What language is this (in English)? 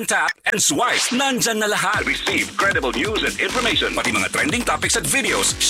Filipino